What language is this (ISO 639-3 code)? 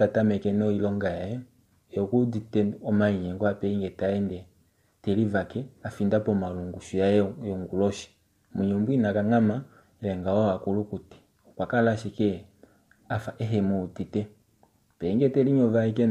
kua